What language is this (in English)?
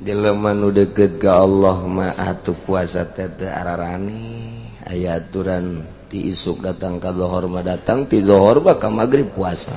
Sundanese